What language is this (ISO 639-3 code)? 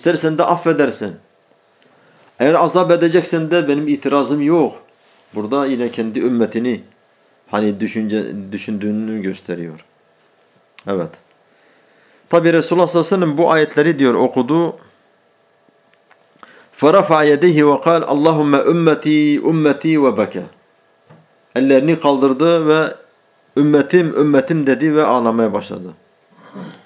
tur